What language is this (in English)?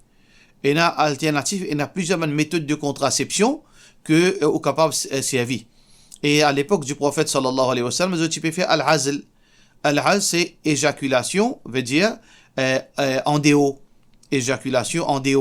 Morisyen